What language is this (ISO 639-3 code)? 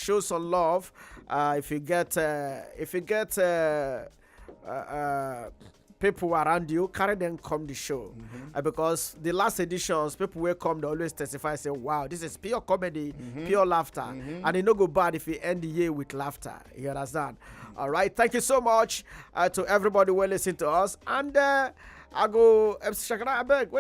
pcm